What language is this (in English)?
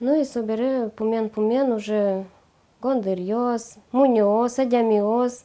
Udmurt